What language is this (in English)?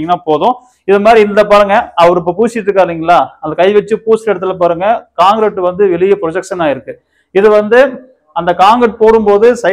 Tamil